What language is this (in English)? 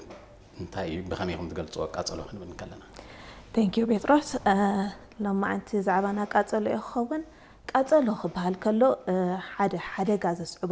Tigrinya